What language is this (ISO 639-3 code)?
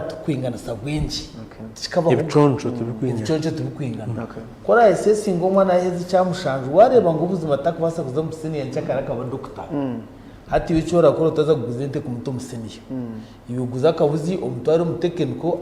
nyn